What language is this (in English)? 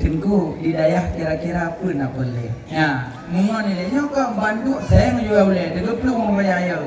Achinese